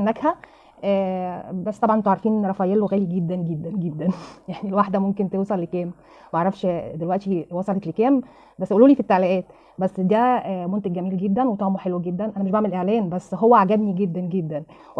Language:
Egyptian Arabic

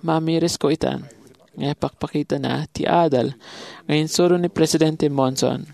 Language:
Iloko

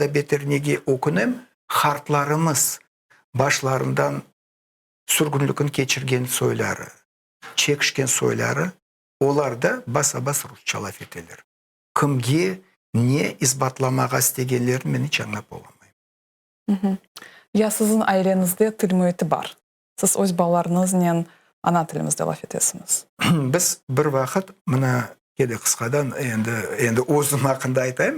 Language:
Crimean Tatar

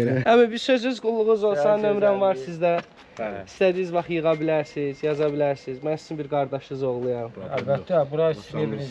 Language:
Azerbaijani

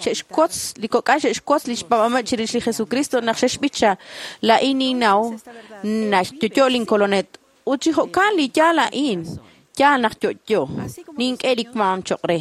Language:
Kekchí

